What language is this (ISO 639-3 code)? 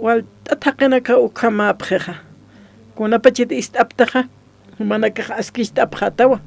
aym